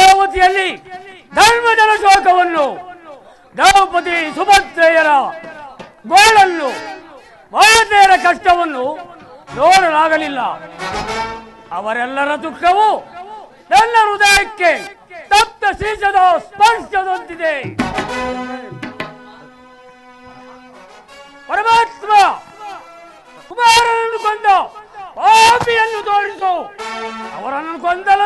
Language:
Kannada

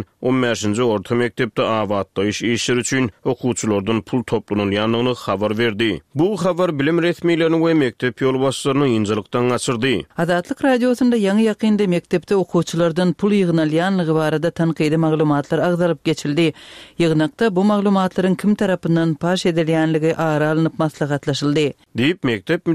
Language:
Turkmen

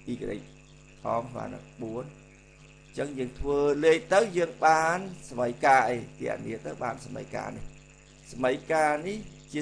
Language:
Khmer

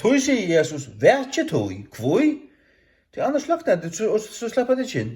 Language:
Faroese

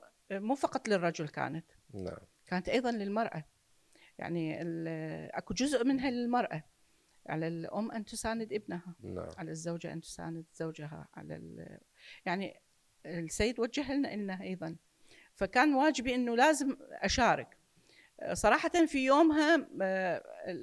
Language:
Mesopotamian Arabic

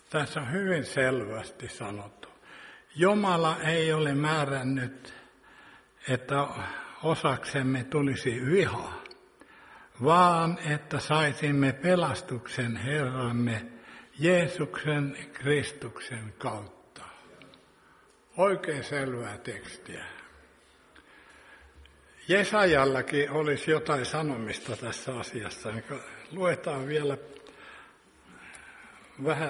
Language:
Finnish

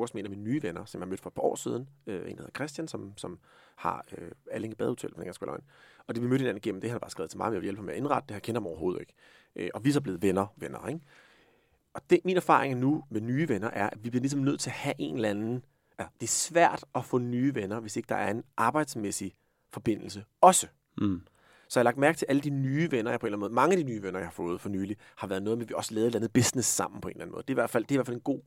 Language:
Danish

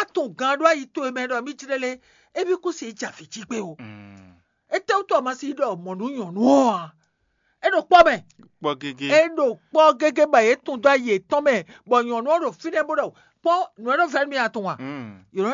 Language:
Fon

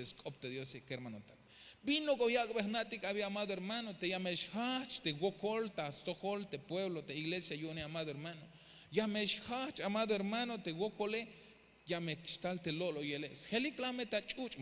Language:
Tzeltal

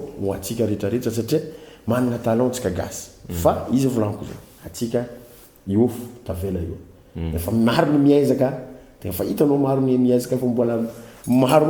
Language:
Malagasy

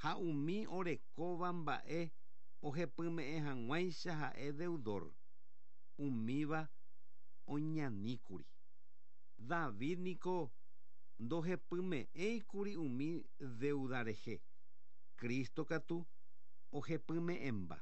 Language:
Guarani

